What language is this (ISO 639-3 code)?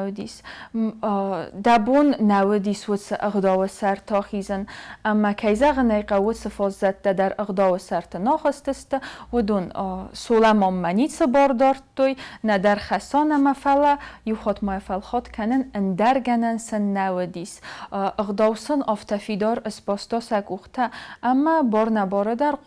oss